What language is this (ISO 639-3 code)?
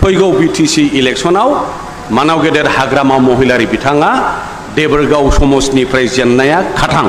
brx